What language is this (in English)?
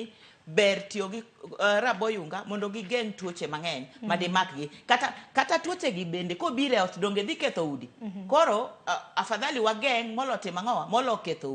Luo (Kenya and Tanzania)